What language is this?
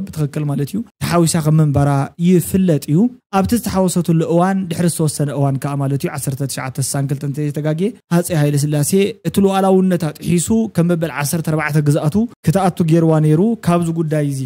Tigrinya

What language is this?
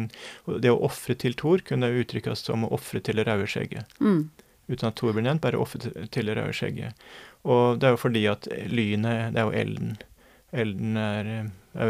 Norwegian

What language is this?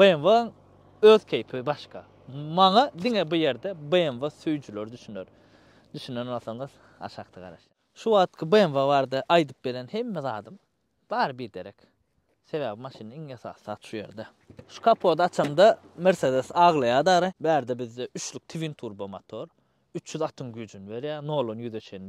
Turkmen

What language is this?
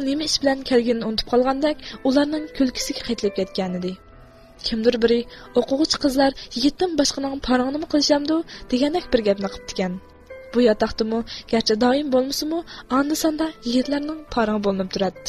Uyghur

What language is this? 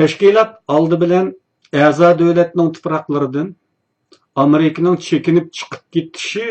Uyghur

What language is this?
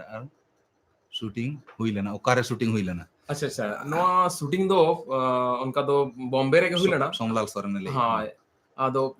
Santali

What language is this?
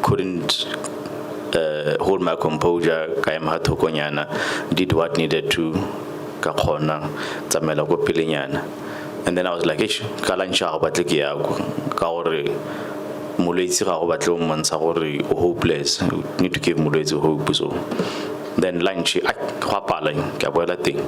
Tswana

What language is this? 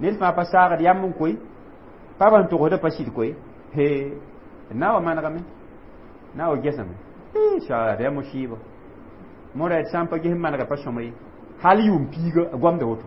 Mossi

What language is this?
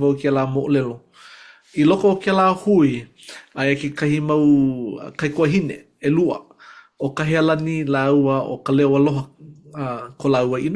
Hawaiian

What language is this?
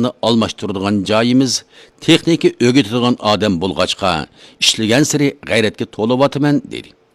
Uyghur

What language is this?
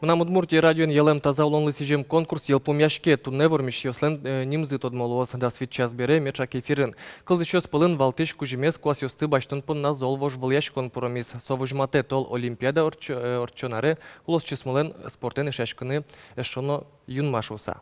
Udmurt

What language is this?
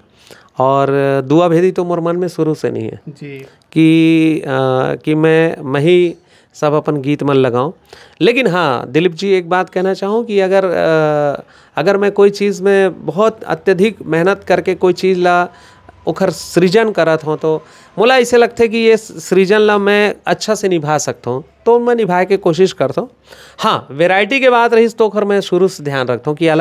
Chhattisgarhi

